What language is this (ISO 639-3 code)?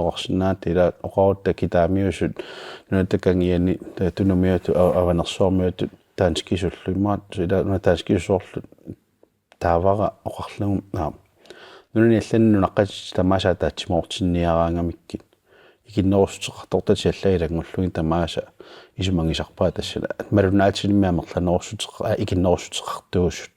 kal